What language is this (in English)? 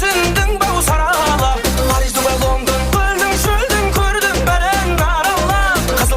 Kara-Kalpak